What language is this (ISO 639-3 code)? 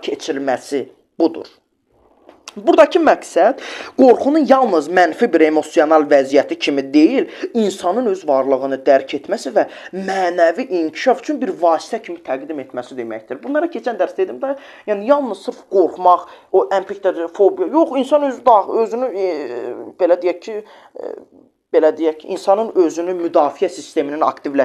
aze